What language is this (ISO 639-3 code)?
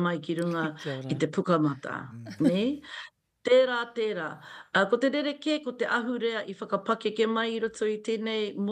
mri